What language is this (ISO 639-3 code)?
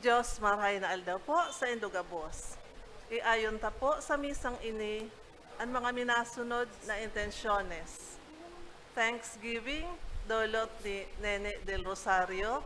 bik